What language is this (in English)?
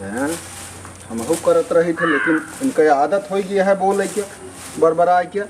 Awadhi